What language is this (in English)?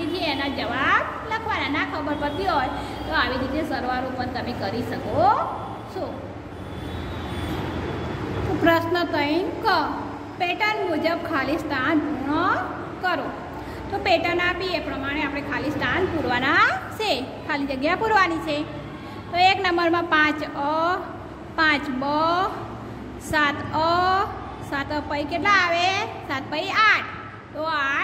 Gujarati